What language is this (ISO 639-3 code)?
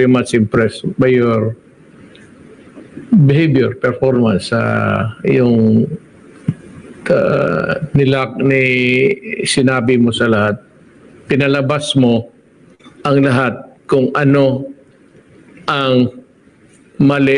fil